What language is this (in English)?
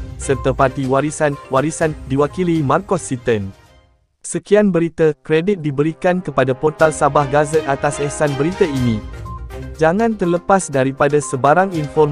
Malay